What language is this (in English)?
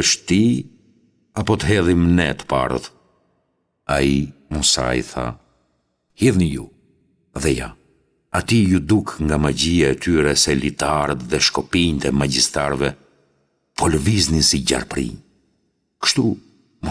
Albanian